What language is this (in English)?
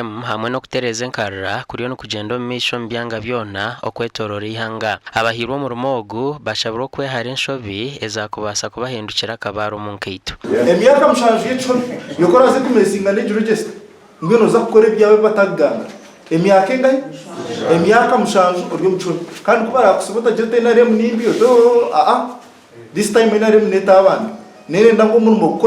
Nyankole